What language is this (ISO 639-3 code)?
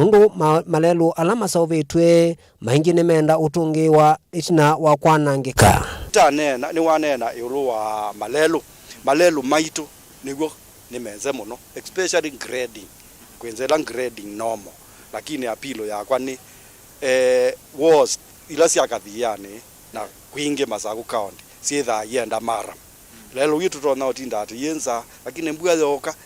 kam